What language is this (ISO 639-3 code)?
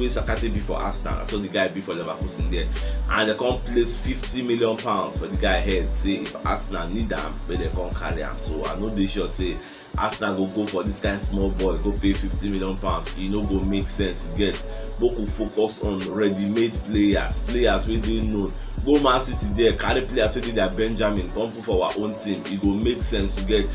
pcm